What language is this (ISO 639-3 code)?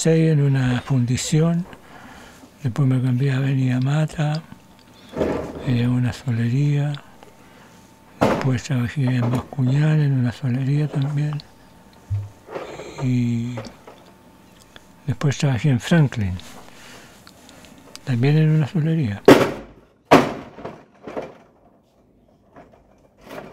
spa